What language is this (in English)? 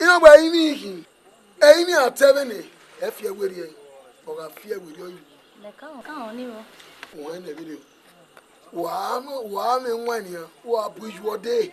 Bini